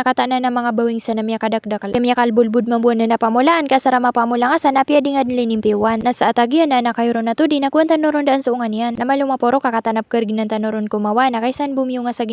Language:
Maranao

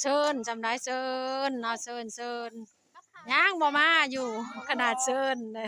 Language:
Lao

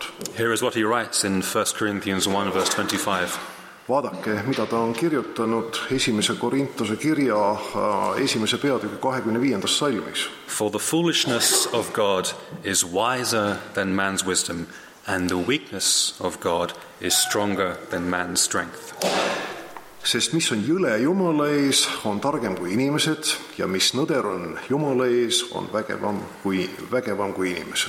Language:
Estonian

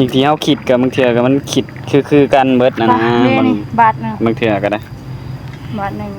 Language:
Northeastern Thai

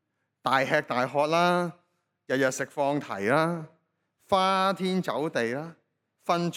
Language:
Cantonese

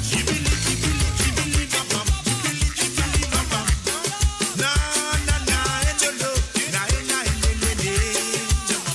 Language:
Morisyen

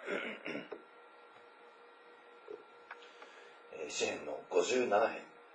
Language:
Japanese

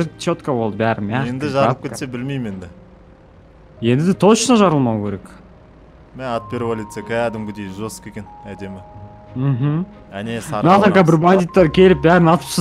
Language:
Kazakh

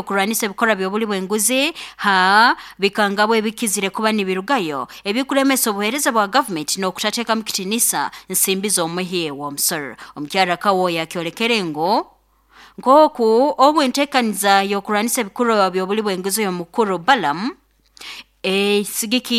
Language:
Nyoro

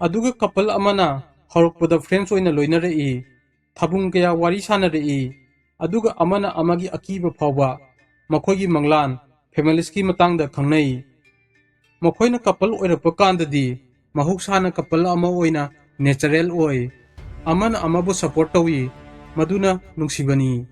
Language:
Manipuri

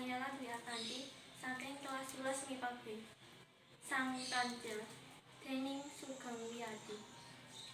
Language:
Javanese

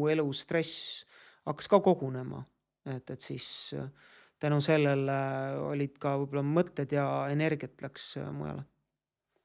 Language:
Estonian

